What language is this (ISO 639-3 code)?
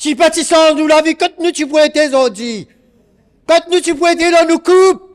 mfe